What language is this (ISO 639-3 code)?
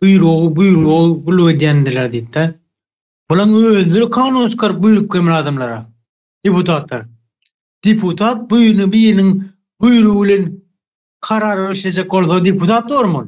tuk